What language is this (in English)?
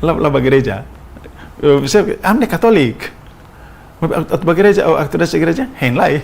Tetum